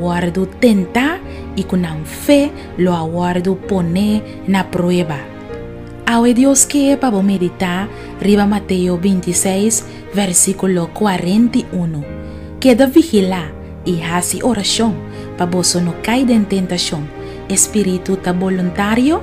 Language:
Papiamento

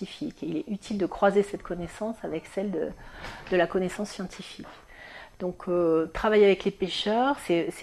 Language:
French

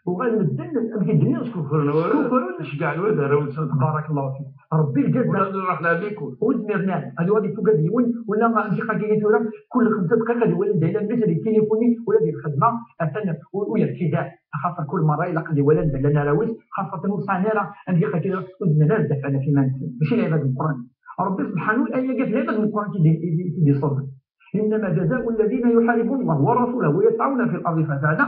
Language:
Kabyle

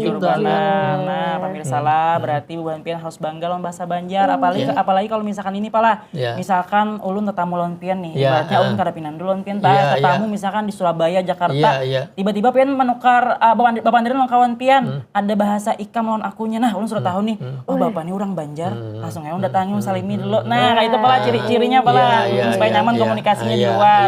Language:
Banjar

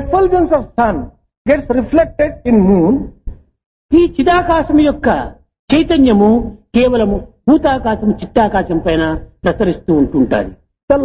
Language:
Telugu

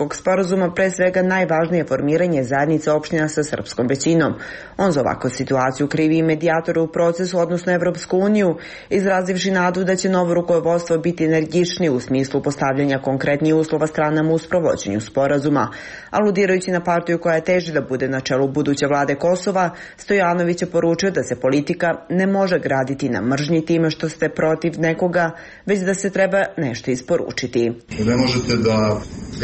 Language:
Serbian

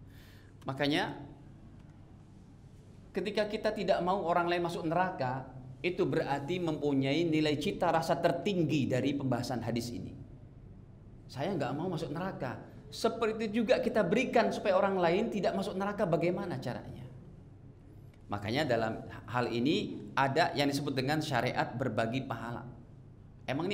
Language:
Indonesian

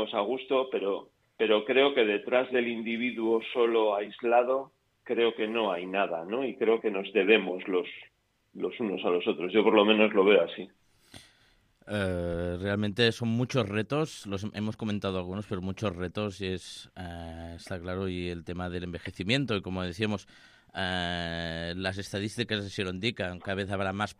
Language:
Spanish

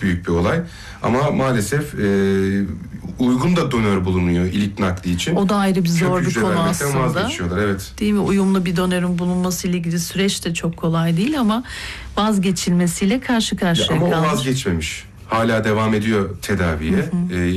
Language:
Turkish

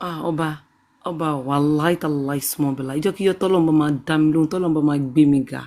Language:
Yoruba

